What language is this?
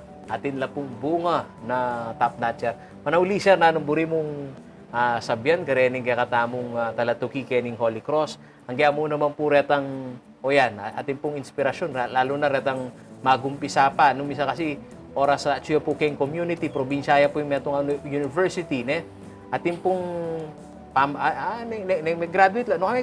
Pampanga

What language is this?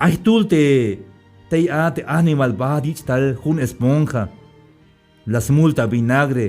Tzeltal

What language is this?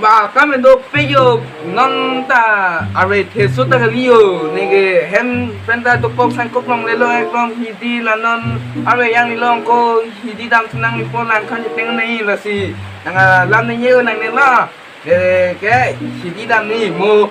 Karbi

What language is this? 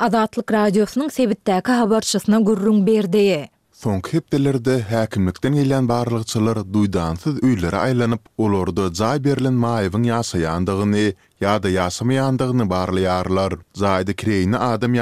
Turkmen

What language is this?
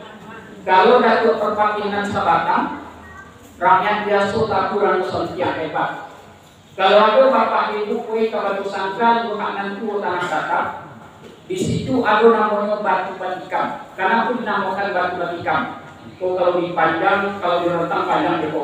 Minangkabau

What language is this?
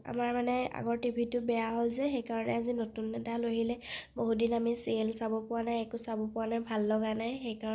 Assamese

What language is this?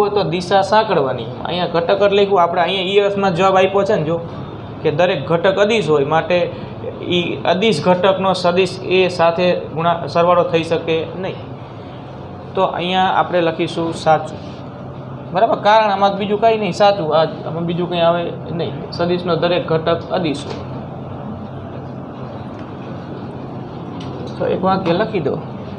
Gujarati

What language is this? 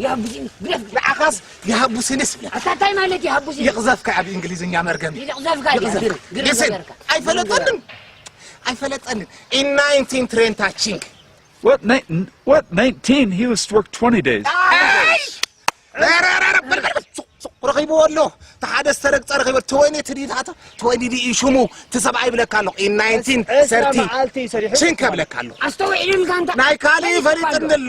Tigrinya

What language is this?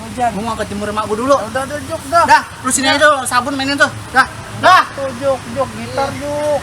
Betawi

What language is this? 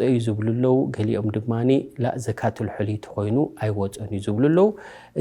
Tigrinya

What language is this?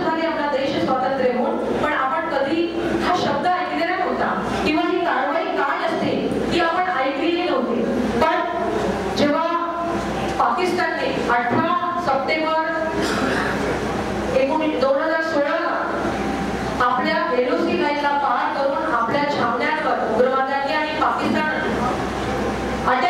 Marathi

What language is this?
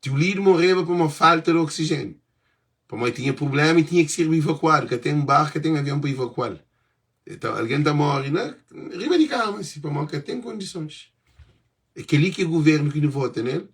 Kabuverdianu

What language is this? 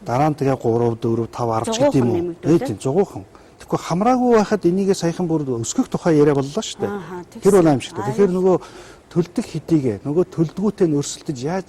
Mongolian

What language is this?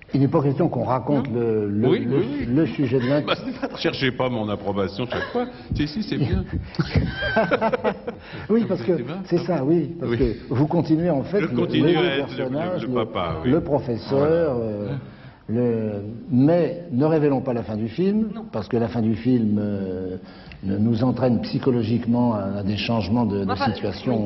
French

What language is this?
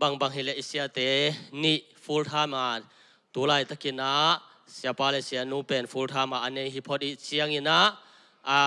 Tedim Chin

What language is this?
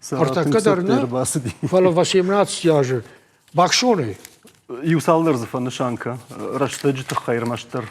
Ossetic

